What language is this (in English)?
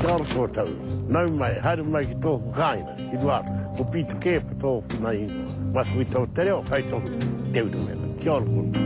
Māori